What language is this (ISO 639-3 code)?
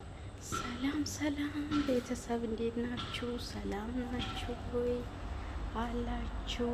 amh